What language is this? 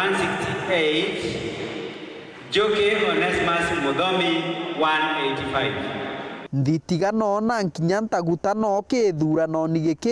Meru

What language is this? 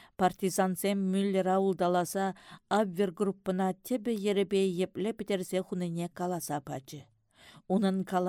Chuvash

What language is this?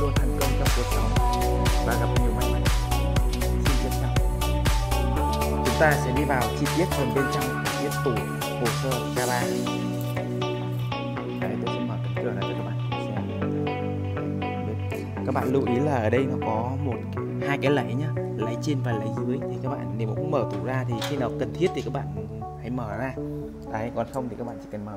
Vietnamese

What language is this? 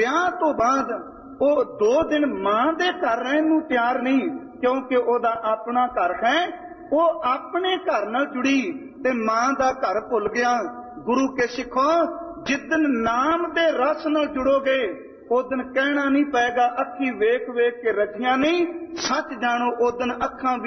Punjabi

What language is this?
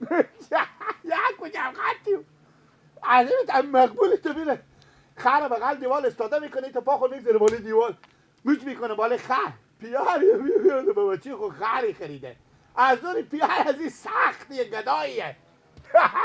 Persian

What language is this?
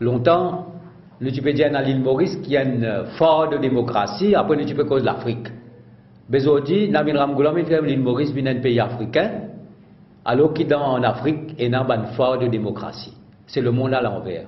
Morisyen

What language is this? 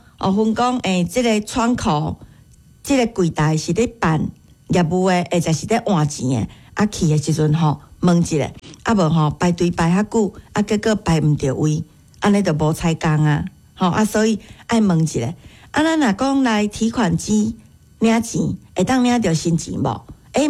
Min Nan Chinese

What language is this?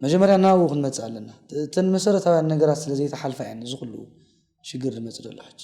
Tigrinya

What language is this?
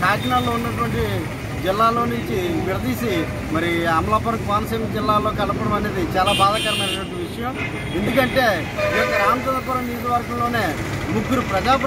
Telugu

